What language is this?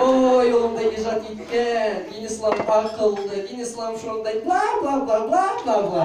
Bashkir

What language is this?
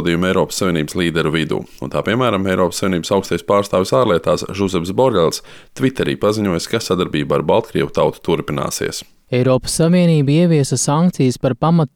Latvian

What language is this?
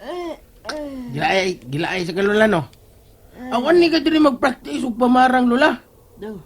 Cebuano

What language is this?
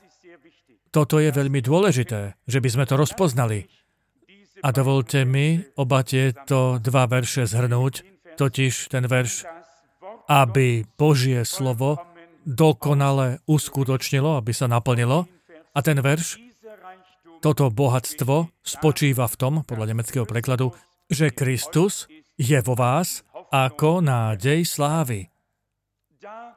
Slovak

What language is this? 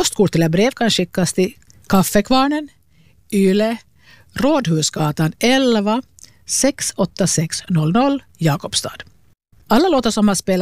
Swedish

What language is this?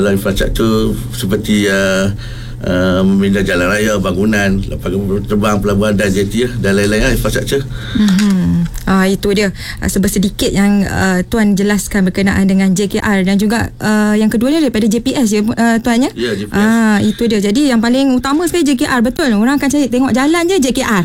Malay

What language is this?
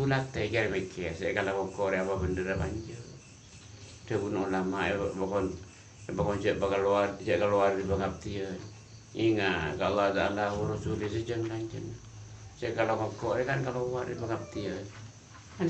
Madurese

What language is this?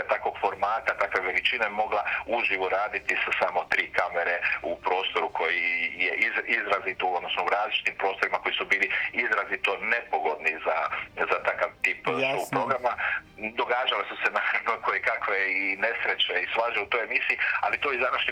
Croatian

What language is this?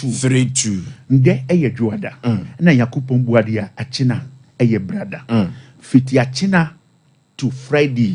Akan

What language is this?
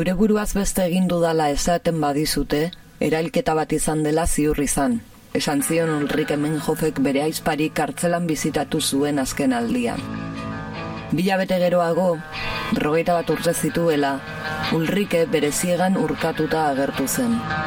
Basque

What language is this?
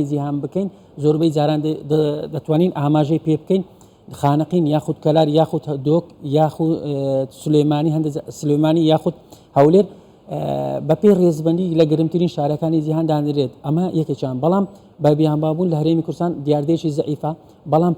Central Kurdish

